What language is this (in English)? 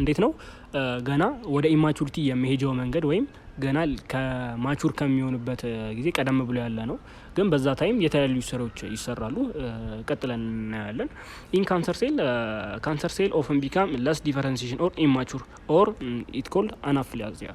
Amharic